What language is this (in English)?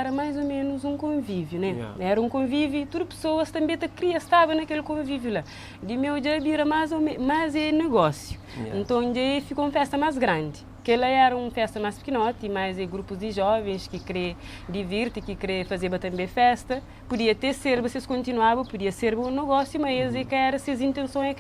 Kabuverdianu